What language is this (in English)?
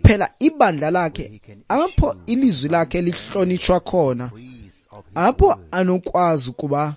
Xhosa